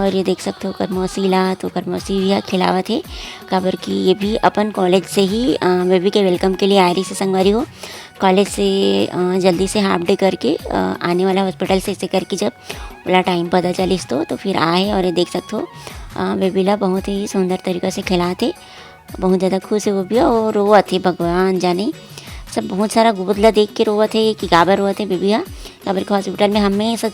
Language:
Chhattisgarhi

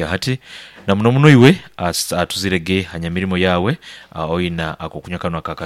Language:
Nyoro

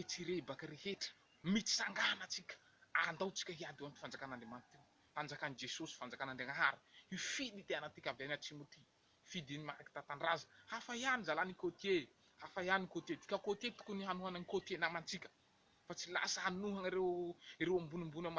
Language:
Malagasy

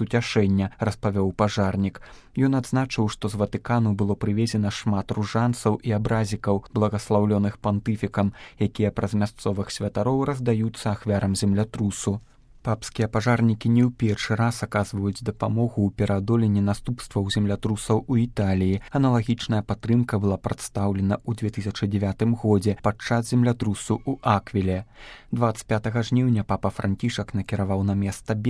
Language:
Belarusian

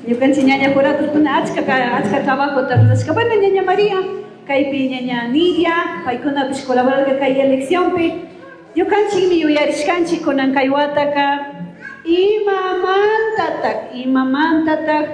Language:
Chimborazo Highland Quichua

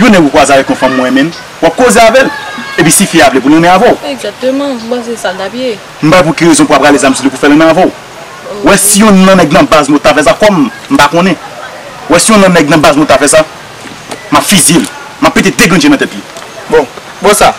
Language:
Haitian Creole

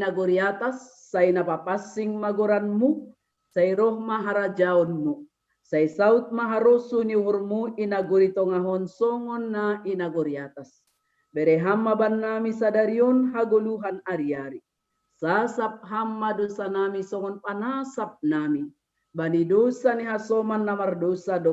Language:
Batak Simalungun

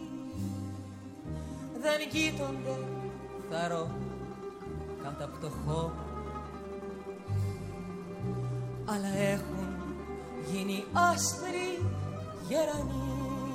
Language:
Greek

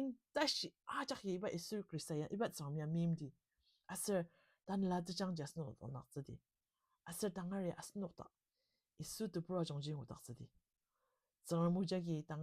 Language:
Ao Naga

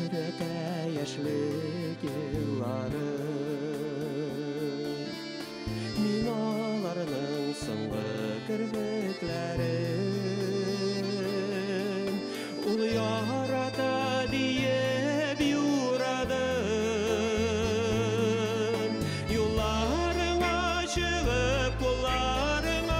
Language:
Bashkir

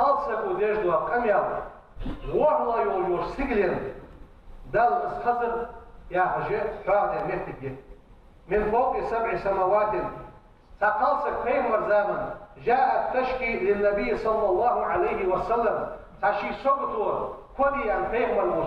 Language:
Ingush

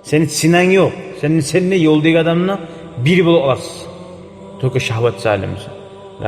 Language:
Kumyk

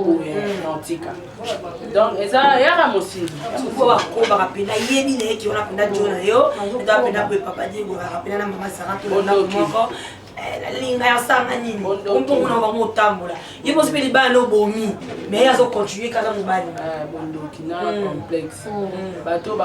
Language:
Lingala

